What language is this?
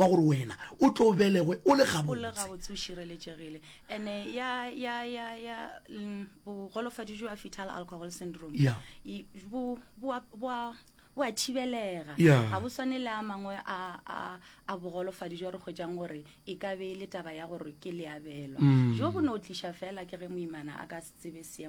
Northern Sotho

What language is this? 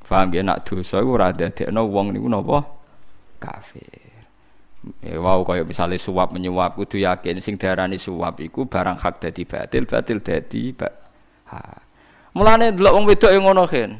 Javanese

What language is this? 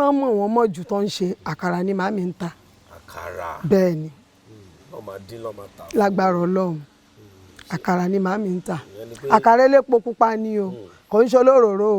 Yoruba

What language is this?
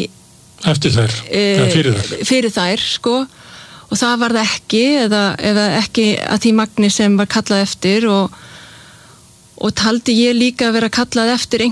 Icelandic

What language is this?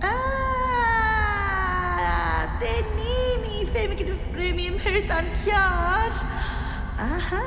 Scottish Gaelic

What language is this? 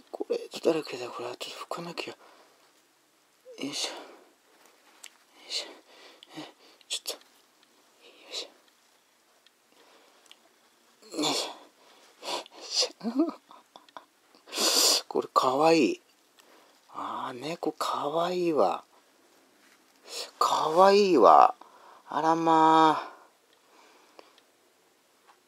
Japanese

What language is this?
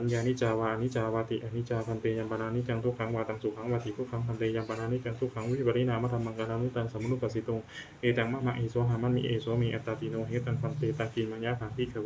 Pali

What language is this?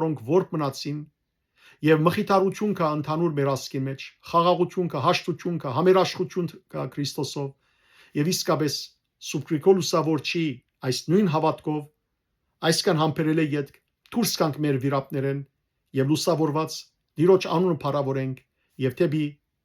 Western Armenian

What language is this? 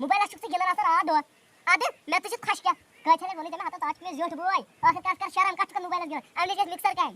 Kashmiri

